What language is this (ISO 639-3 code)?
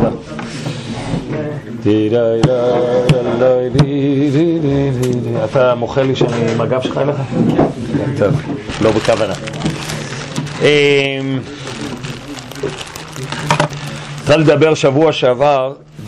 heb